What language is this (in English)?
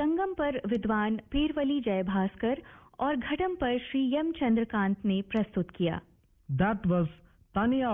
Hindi